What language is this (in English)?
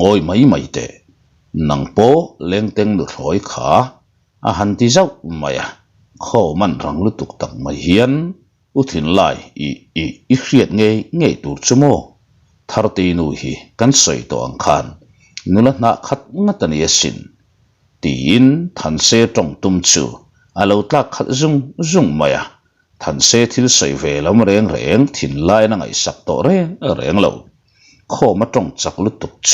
Mizo